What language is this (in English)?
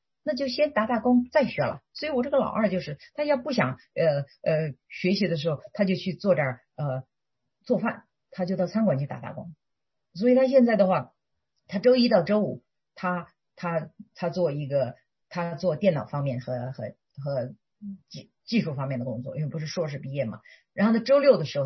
Chinese